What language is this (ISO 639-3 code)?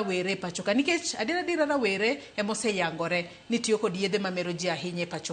luo